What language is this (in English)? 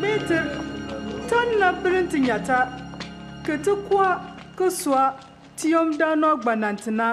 Bimoba